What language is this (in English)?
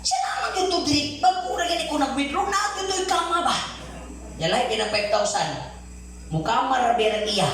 Cebuano